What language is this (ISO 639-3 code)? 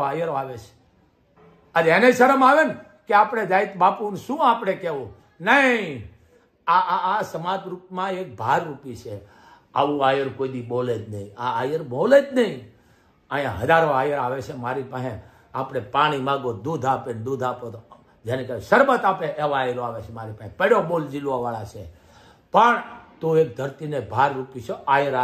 guj